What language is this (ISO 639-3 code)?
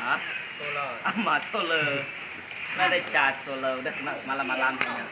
iba